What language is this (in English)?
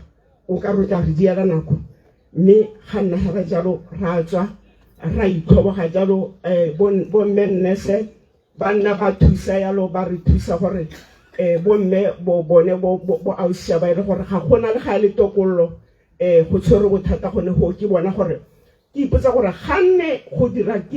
Tswana